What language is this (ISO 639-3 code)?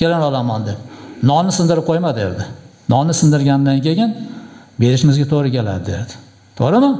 uzb